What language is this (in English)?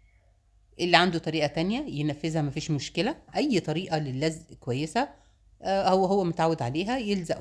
Egyptian Arabic